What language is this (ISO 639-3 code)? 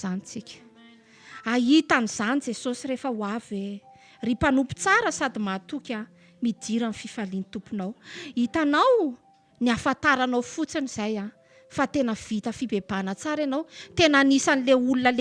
mlg